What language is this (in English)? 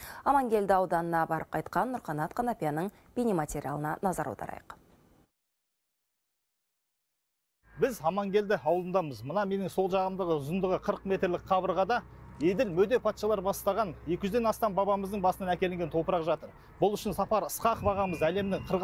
Kazakh